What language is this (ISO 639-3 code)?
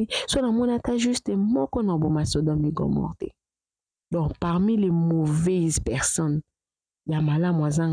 lin